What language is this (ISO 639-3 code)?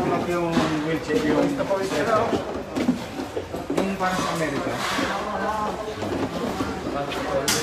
fil